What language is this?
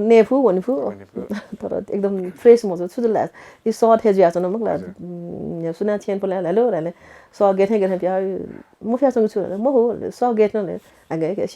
Newari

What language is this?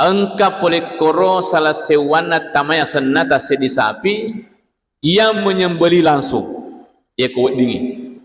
Buginese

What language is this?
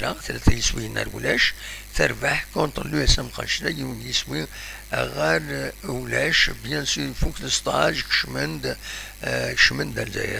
Kabyle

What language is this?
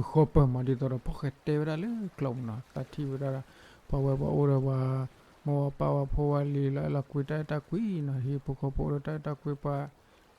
S'gaw Karen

